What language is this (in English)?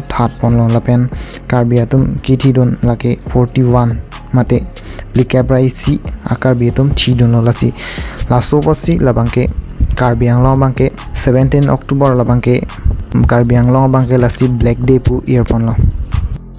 Karbi